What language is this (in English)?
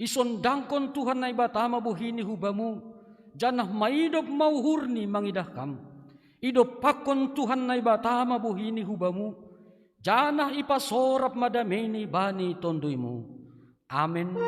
Batak Simalungun